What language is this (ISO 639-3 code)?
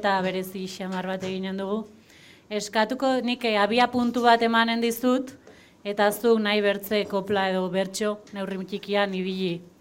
eus